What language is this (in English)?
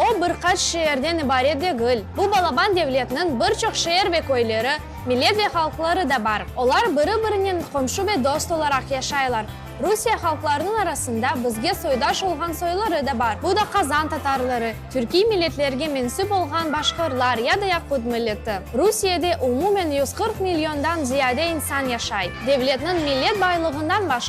Crimean Tatar